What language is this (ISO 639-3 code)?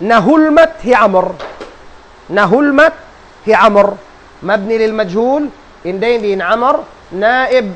tsg